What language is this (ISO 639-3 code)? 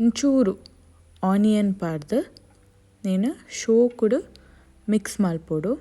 tcy